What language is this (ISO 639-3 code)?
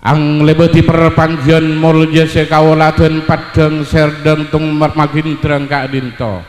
mad